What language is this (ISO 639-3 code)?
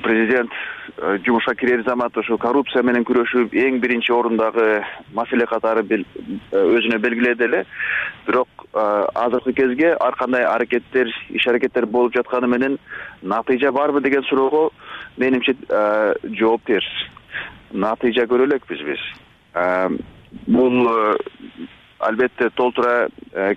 kir